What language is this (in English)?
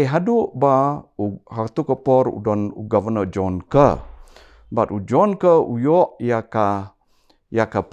Khasi